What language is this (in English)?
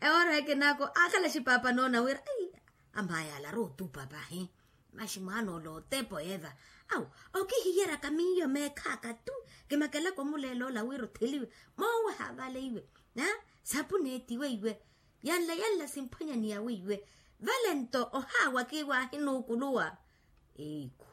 Makhuwa